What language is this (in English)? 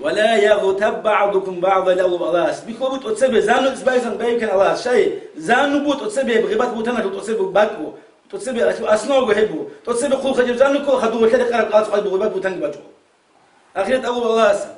Avaric